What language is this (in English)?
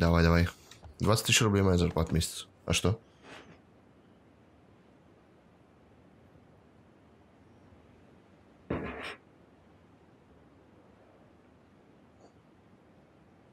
Russian